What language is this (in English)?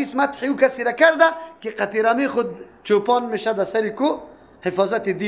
Persian